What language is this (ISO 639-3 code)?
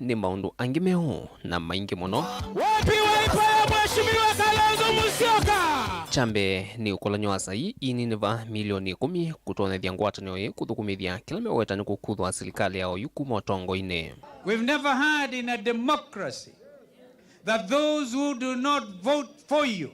kam